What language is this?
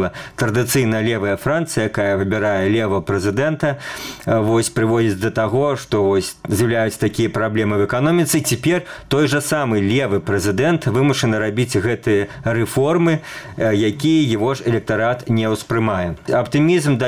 Belarusian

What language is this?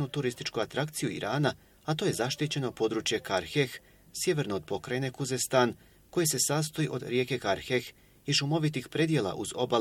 Bosnian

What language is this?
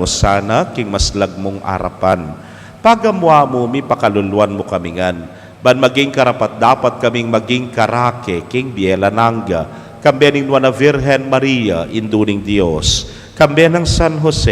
Pampanga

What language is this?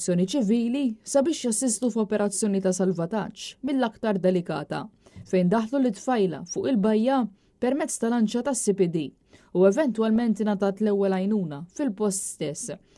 Maltese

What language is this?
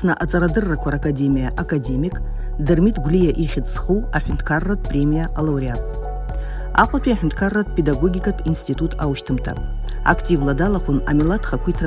Abkhazian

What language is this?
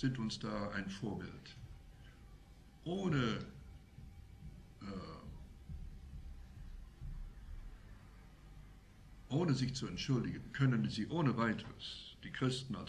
German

